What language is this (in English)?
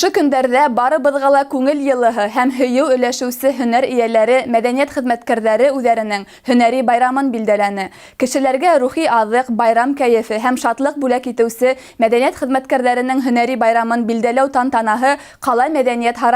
Bashkir